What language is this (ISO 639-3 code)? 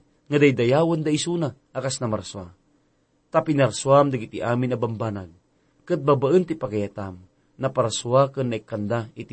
ilo